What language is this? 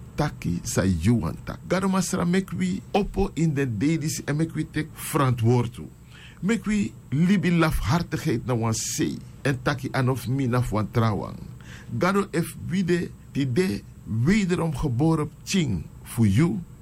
Sranan Tongo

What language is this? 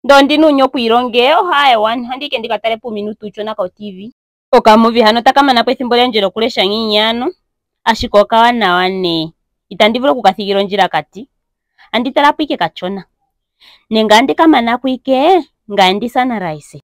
Ndonga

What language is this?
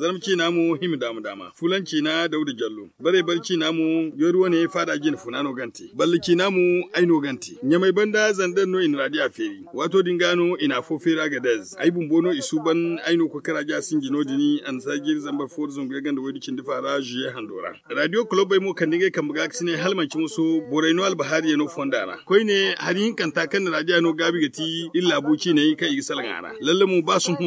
Zarma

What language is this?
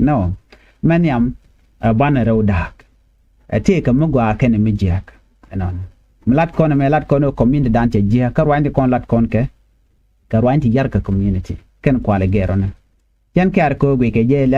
Nuer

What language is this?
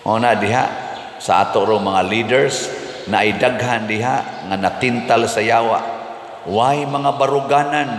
Cebuano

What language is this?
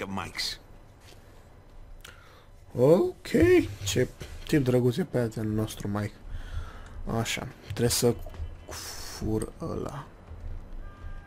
Romanian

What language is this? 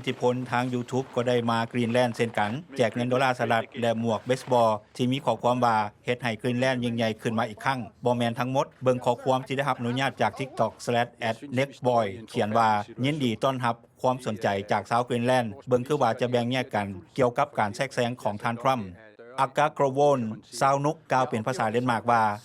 Lao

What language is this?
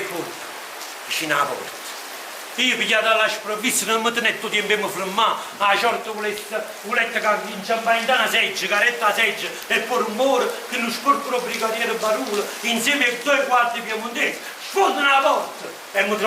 Neapolitan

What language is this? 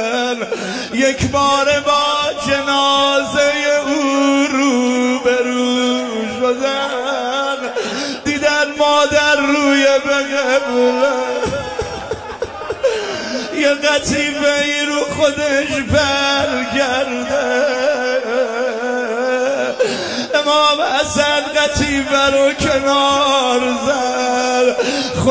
Persian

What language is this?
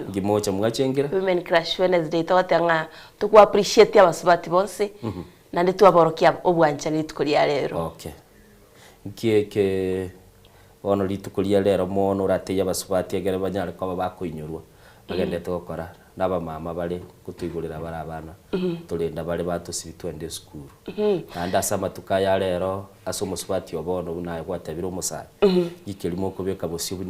Gusii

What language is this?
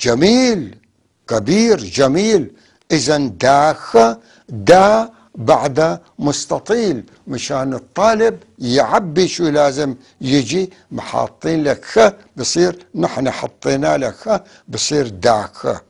North Levantine Arabic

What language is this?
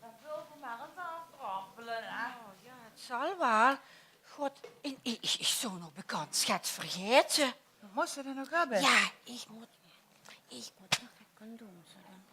Limburgish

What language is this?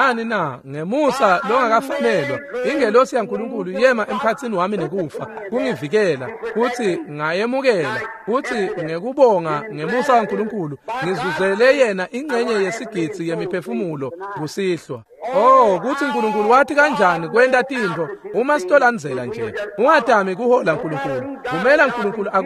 Swati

